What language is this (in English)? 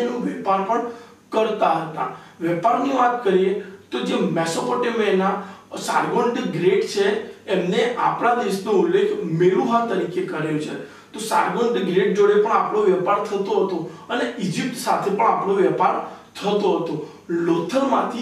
Gujarati